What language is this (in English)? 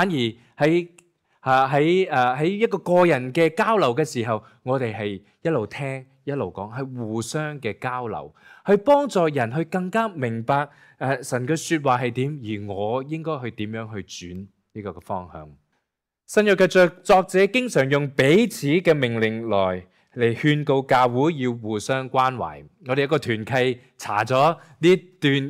Cantonese